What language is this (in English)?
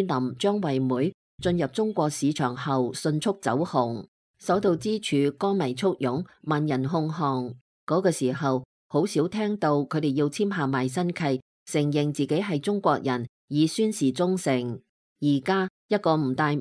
Cantonese